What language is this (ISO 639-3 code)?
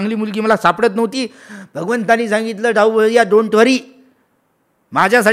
mar